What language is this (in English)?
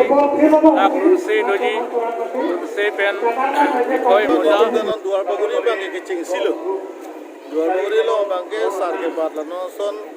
Karbi